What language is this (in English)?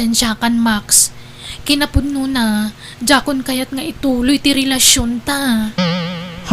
Iloko